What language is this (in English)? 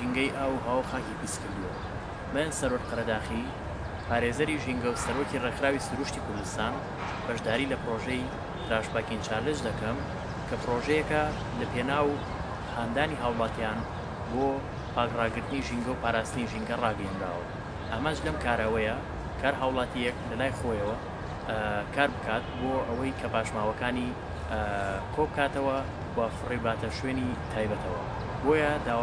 Central Kurdish